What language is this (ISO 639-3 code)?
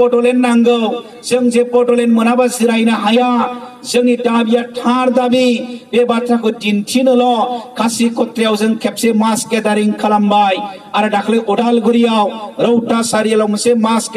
brx